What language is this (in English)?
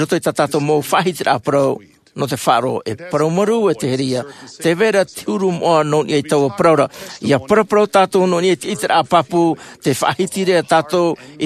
Tahitian